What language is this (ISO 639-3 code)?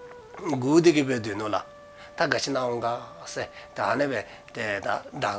dzo